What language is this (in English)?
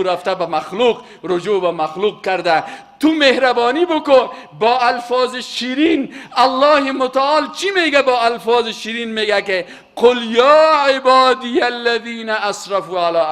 Persian